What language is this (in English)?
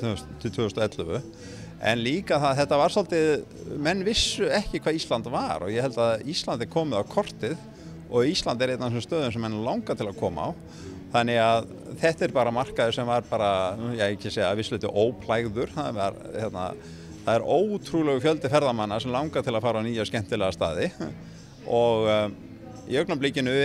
Icelandic